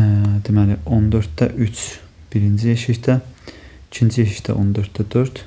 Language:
Azerbaijani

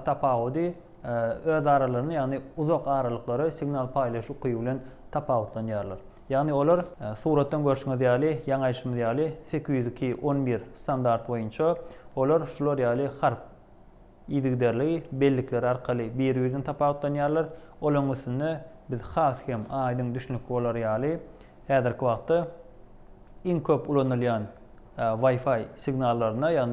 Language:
Turkmen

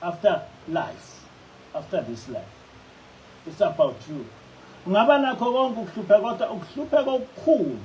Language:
Zulu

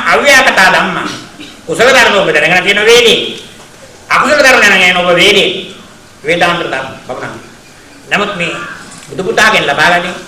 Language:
Sinhala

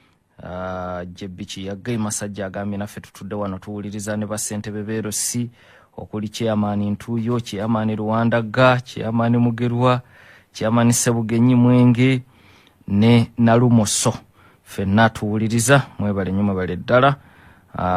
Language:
Ganda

